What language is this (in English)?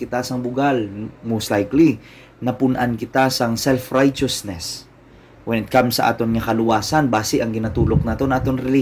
Hiligaynon